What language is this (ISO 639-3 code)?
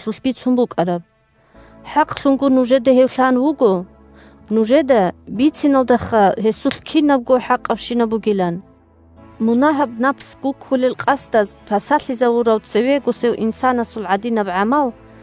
ava